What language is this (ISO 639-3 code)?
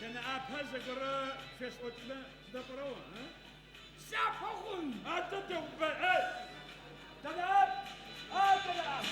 ady